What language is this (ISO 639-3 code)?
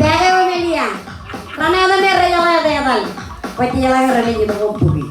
mah